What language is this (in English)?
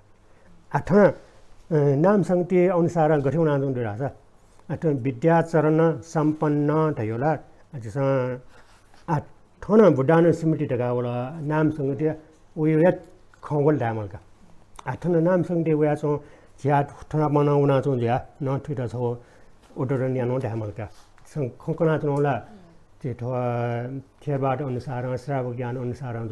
Newari